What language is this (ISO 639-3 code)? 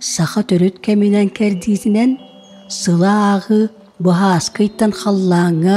sah